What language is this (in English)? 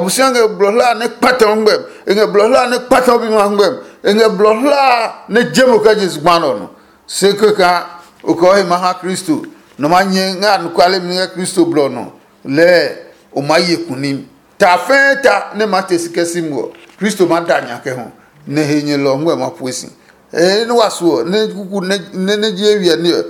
Adangme